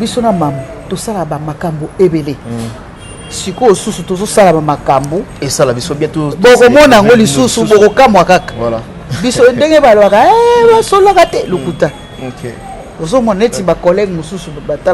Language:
Lingala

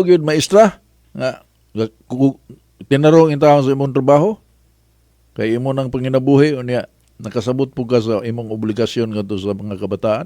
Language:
Cebuano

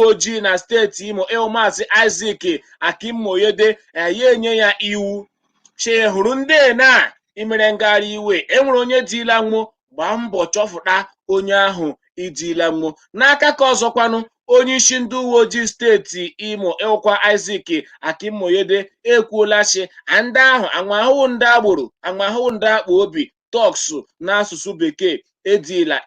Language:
Igbo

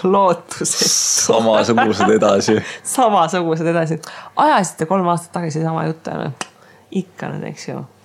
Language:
Estonian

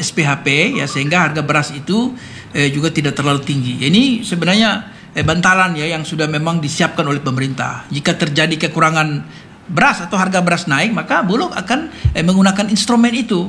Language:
Indonesian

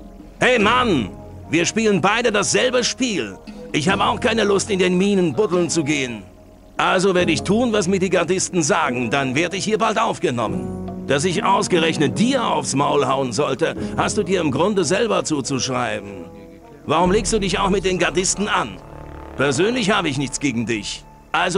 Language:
Bavarian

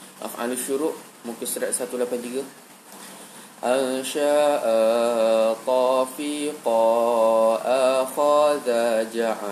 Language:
Malay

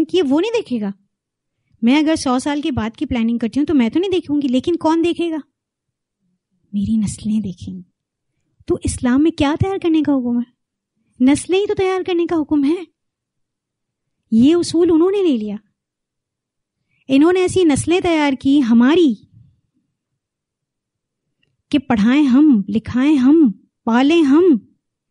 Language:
Urdu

